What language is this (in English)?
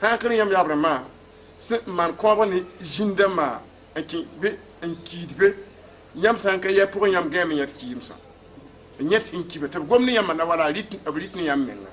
Mossi